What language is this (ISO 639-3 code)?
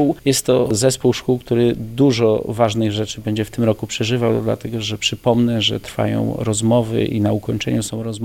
pol